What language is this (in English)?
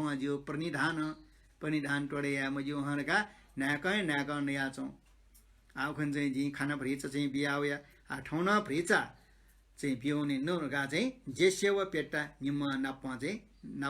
Newari